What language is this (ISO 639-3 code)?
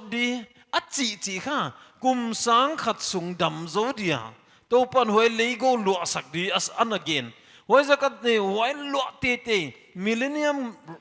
pck